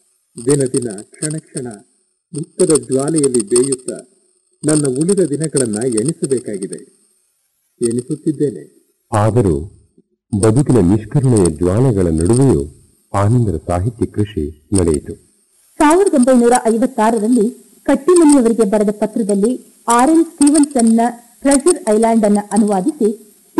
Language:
Kannada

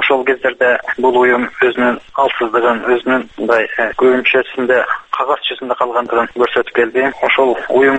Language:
Kyrgyz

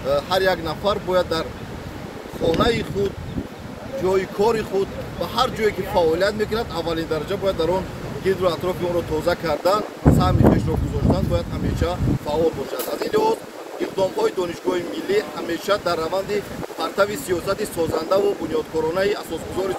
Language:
Tajik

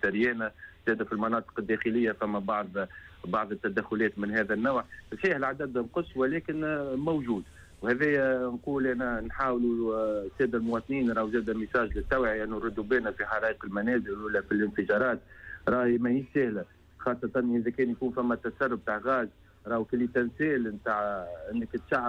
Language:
Tunisian Arabic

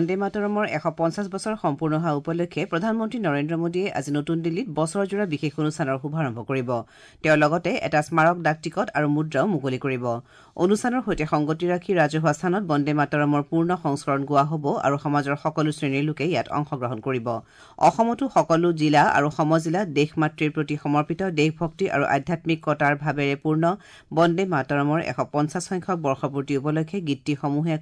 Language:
Assamese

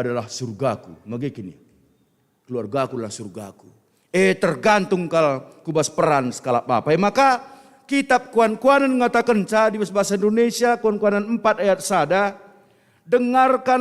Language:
Batak Karo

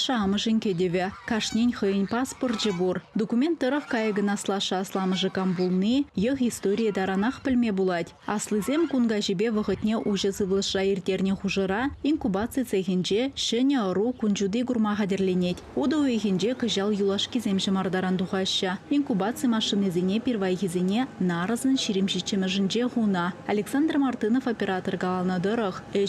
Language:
Chuvash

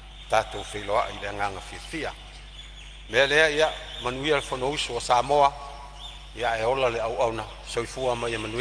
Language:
Samoan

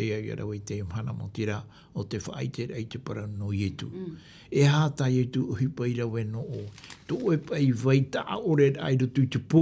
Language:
Tahitian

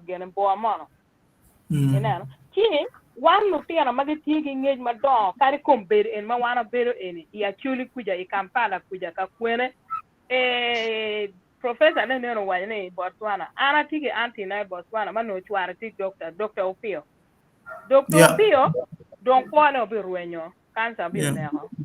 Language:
Acoli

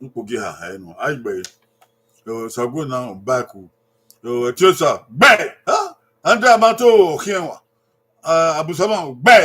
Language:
Bini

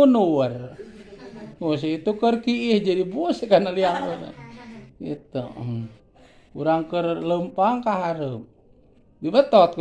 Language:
Sundanese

